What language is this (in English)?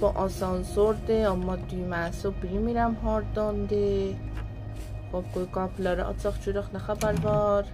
South Azerbaijani